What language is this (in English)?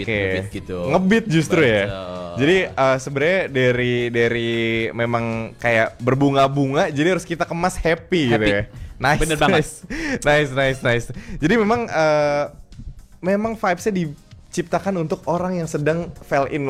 Indonesian